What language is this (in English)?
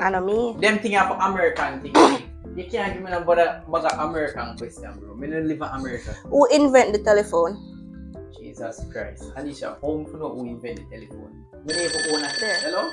Jamaican Creole English